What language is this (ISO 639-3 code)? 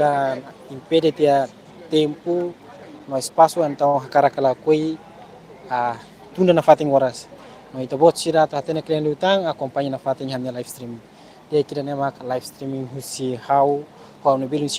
tet